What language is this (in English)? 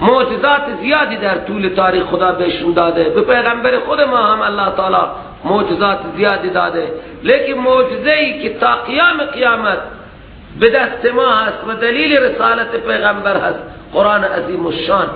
Persian